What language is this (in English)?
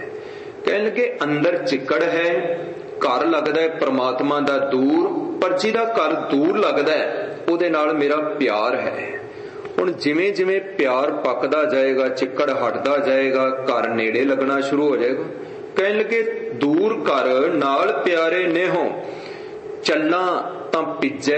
Punjabi